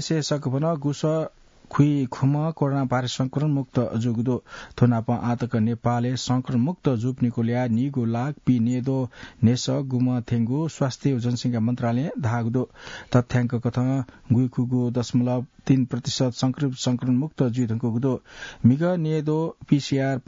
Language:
Newari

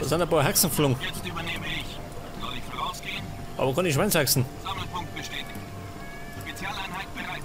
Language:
Bavarian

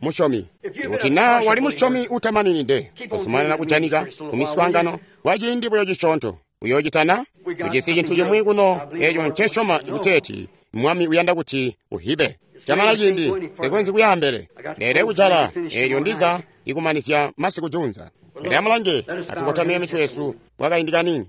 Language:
Tonga (Zambia)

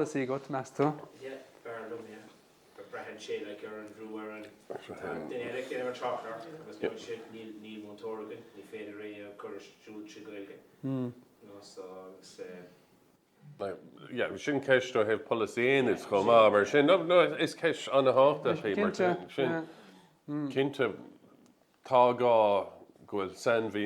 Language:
Irish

